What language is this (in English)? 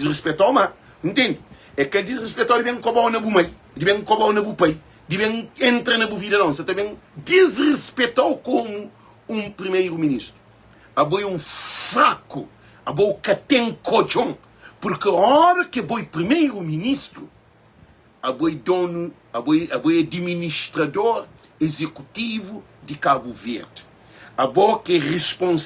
Kabuverdianu